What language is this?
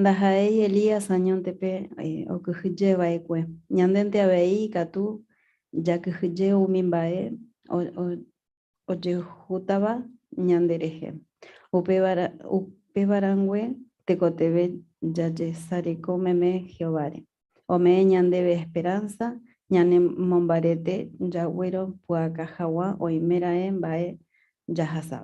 Guarani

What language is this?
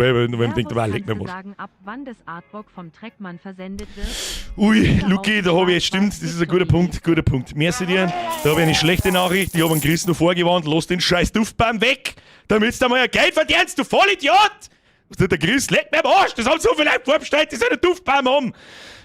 Bavarian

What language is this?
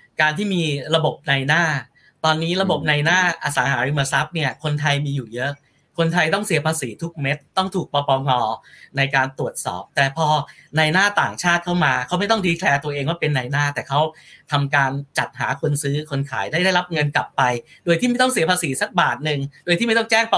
Thai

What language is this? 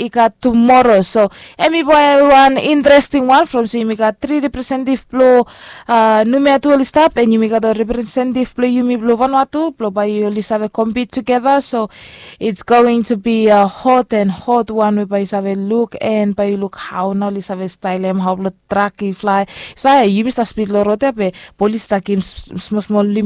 Bislama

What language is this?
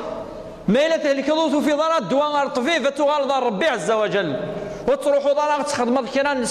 Kabyle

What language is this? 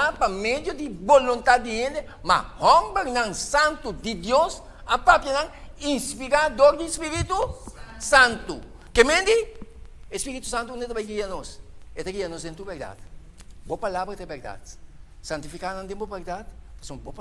Papiamento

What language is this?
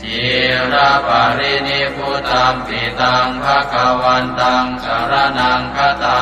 Pali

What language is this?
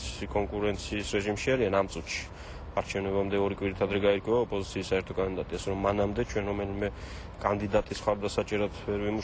Georgian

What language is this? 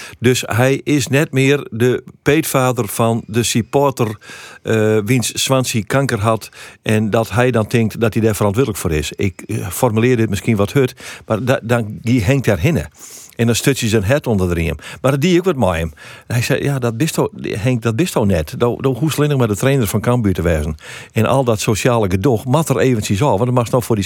Western Frisian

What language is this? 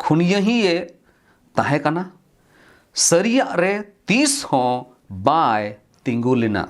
Santali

